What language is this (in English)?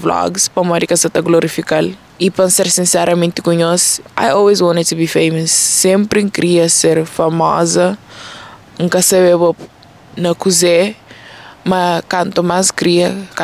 Kabuverdianu